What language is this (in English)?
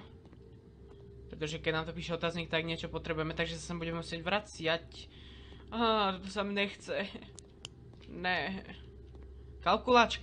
Slovak